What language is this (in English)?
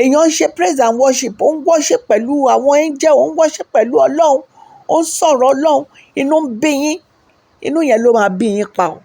Yoruba